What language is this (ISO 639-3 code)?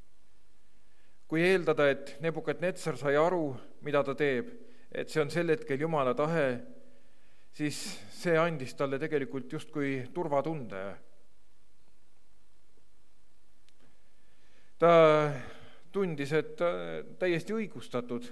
est